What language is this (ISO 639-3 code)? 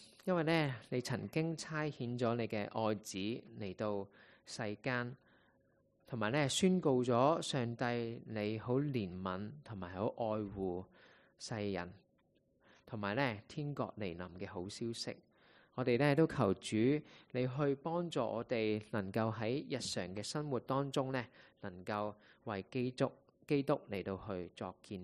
yue